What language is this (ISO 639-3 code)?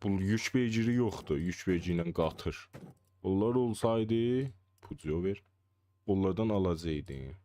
azb